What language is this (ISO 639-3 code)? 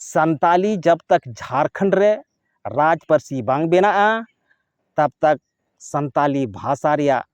sat